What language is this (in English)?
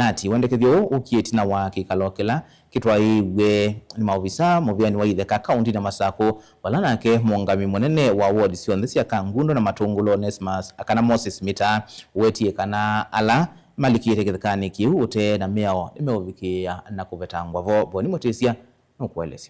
Kamba